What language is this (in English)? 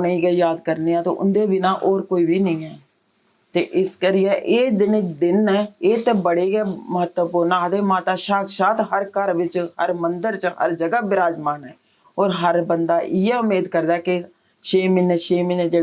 Dogri